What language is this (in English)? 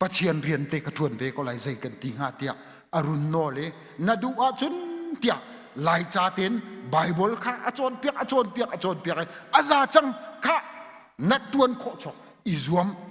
Hakha Chin